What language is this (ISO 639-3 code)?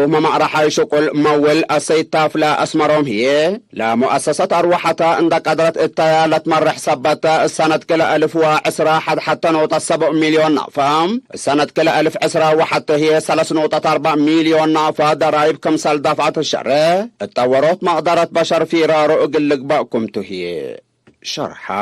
tig